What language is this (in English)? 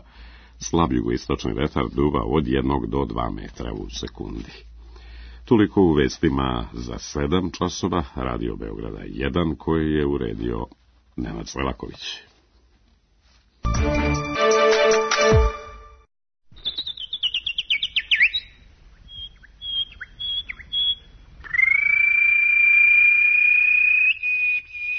Serbian